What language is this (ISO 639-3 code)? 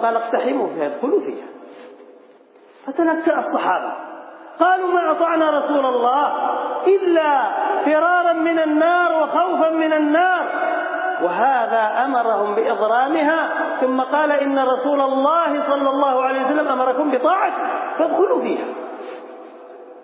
ara